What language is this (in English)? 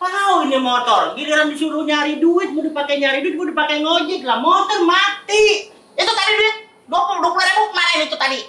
Betawi